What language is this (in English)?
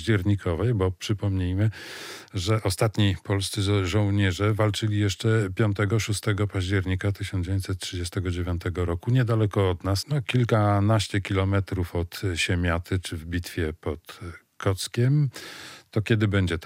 Polish